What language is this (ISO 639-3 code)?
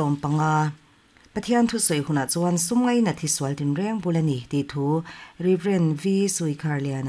lus